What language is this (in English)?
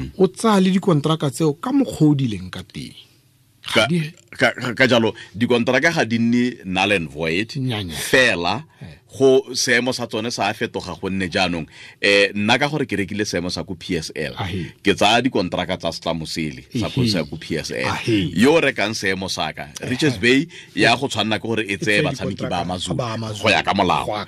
Tswana